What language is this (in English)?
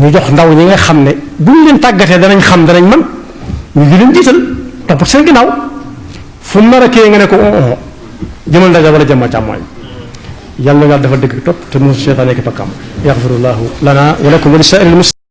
Wolof